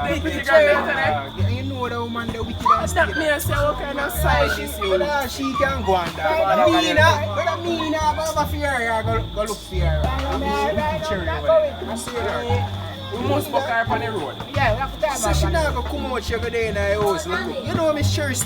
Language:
Jamaican Creole English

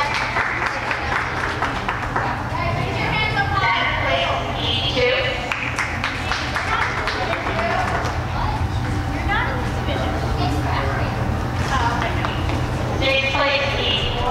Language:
English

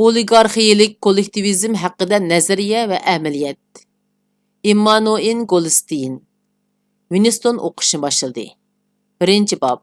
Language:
Uyghur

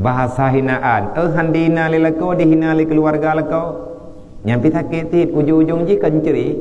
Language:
Achinese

